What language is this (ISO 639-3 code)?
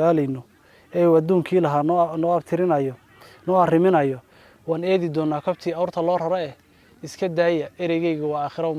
som